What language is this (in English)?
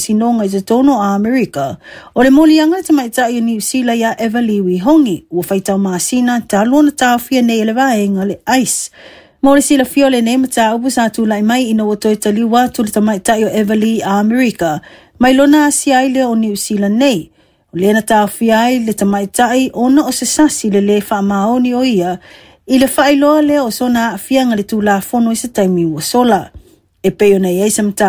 Samoan